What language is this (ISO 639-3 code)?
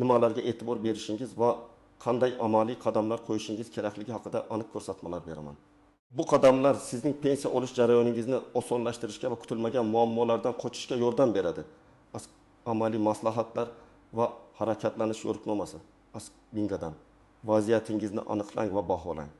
uzb